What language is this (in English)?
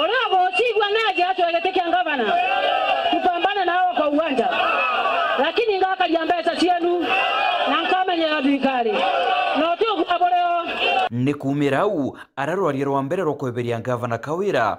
Meru